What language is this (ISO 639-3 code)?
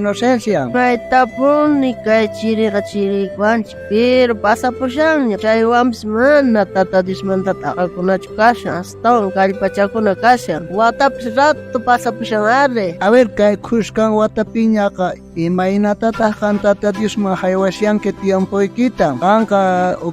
quh